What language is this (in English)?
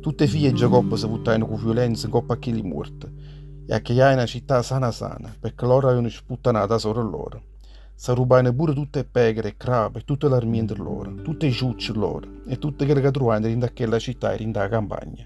Neapolitan